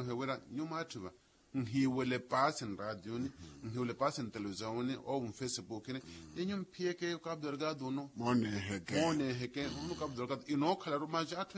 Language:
Makhuwa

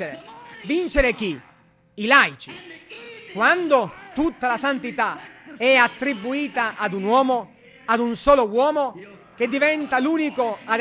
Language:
Italian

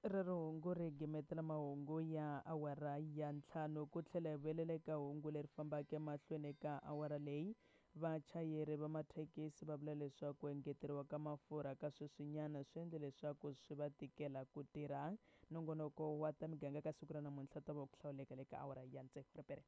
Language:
Tsonga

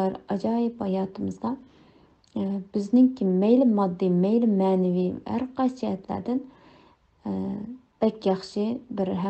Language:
Uyghur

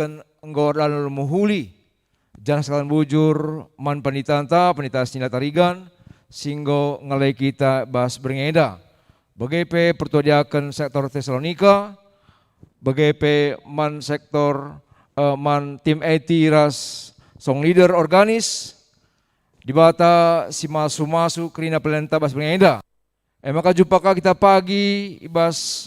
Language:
Batak Karo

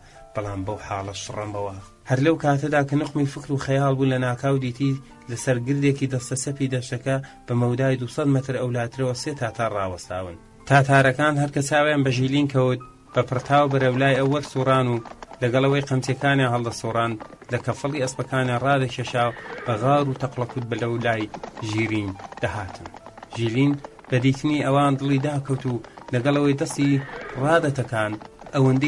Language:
Central Kurdish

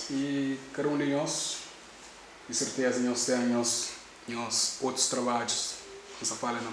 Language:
Kabuverdianu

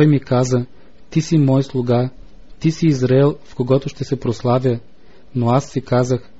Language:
Bulgarian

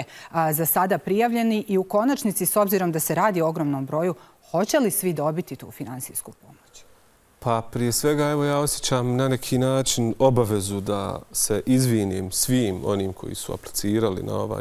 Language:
Bosnian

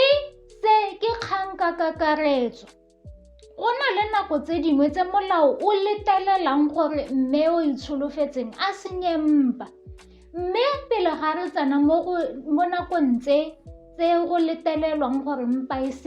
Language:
Tswana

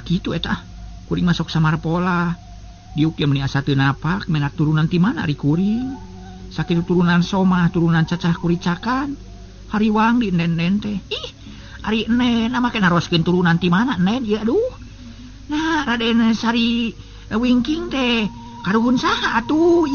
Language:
Sundanese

